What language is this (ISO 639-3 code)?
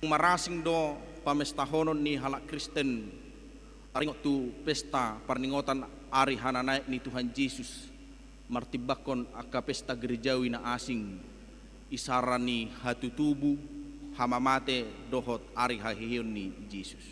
bbc